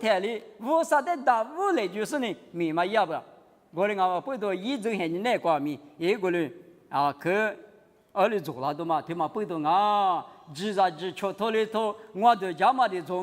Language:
Lisu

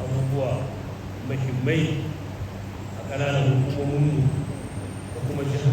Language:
Hausa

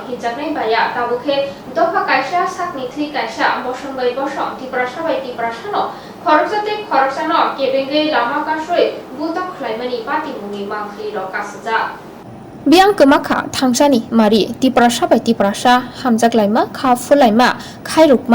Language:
Kok Borok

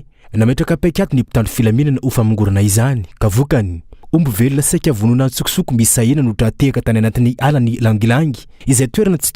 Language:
Malagasy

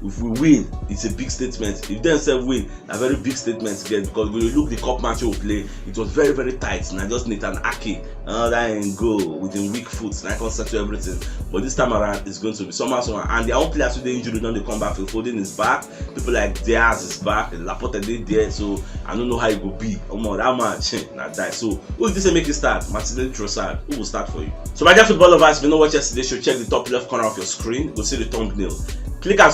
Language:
Nigerian Pidgin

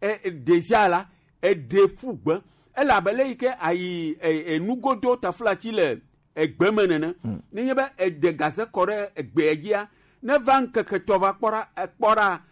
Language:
Gen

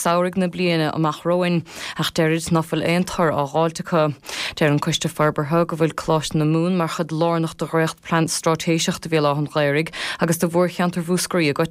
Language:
Irish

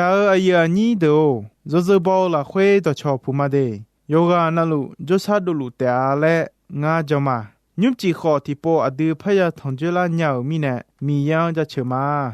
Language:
Akha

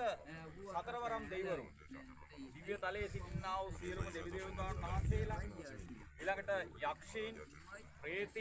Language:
Sinhala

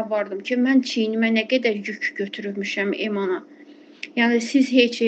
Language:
Azerbaijani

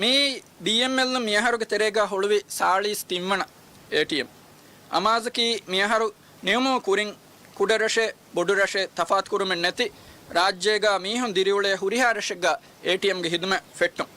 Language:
Divehi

